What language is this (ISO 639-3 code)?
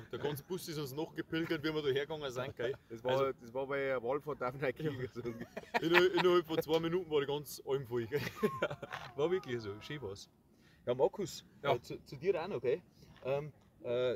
bar